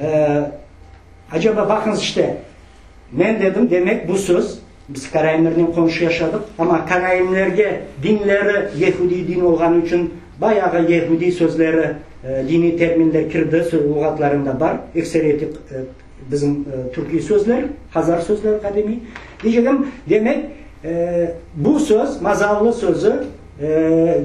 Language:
Crimean Tatar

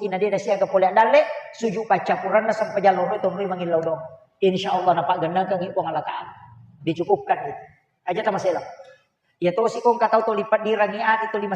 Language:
Buginese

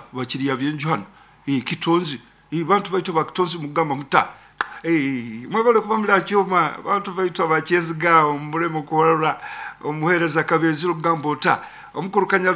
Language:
Nyoro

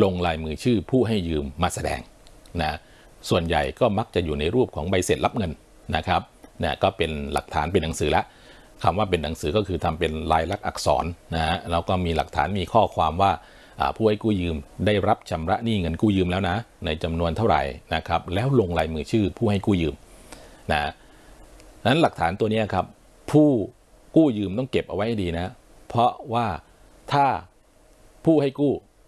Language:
Thai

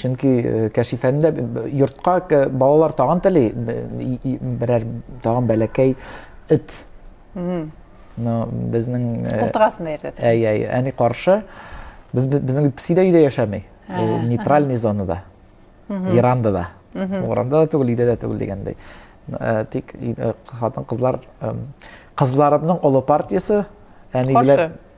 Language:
Tatar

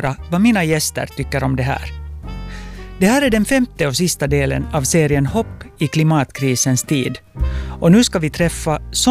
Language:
Swedish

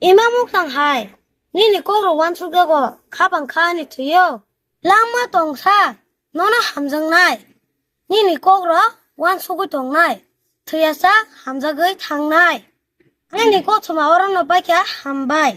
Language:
Kok Borok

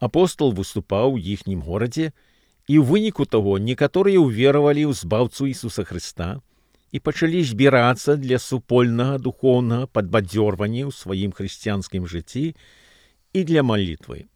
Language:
Belarusian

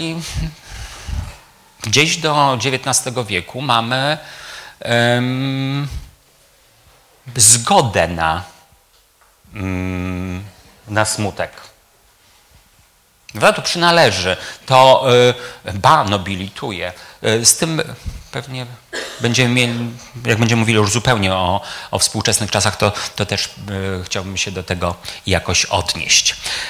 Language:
Polish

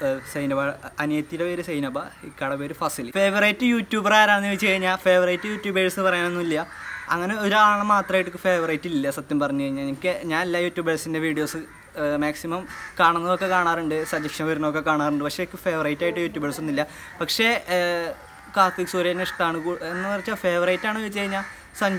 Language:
Malayalam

